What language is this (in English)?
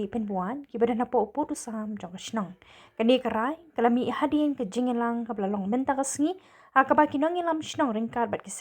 Khasi